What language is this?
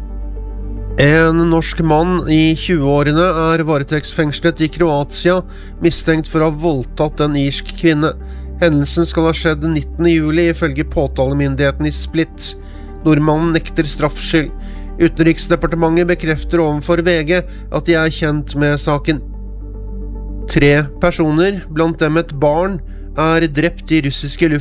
Norwegian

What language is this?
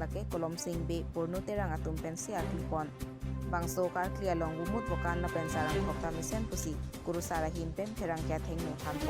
Karbi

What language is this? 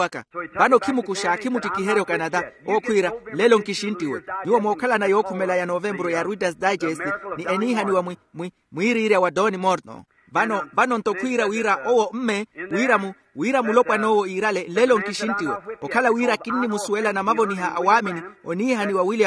Makhuwa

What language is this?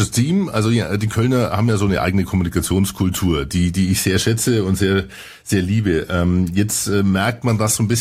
German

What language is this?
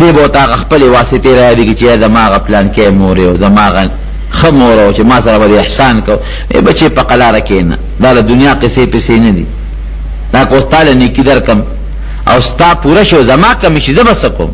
Pashto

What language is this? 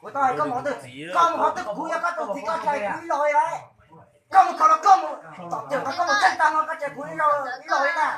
Hmong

